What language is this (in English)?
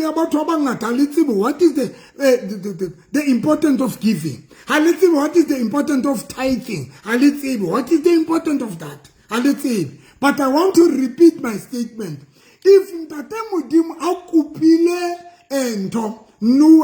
Southern Sotho